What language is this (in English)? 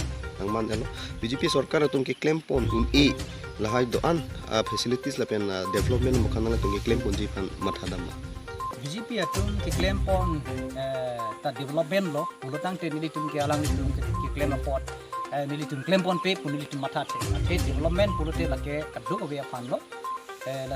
Karbi